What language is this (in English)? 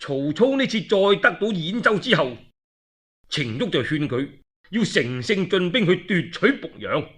Cantonese